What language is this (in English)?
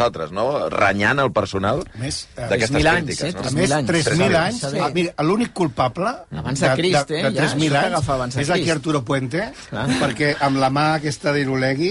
Catalan